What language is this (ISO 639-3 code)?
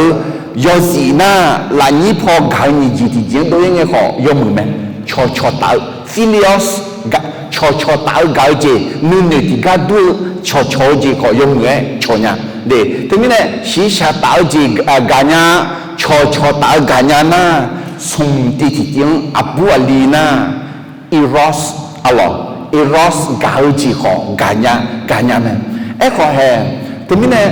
ahk